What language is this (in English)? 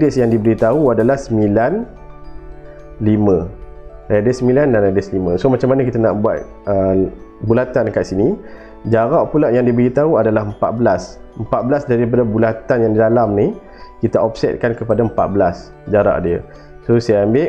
Malay